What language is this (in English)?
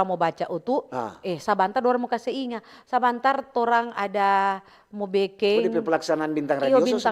Manado Malay